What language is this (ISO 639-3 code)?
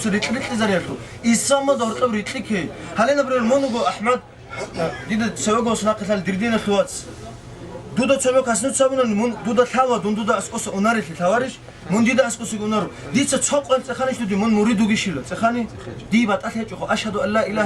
ava